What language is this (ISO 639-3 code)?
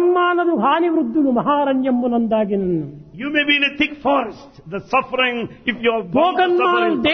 tel